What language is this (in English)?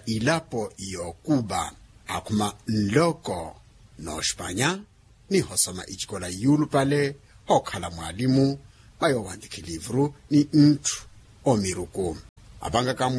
Makhuwa